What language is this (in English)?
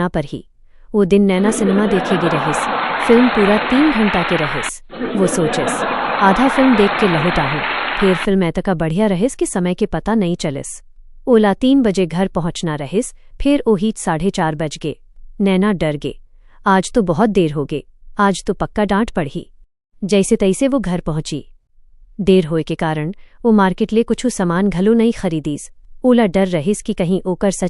Chhattisgarhi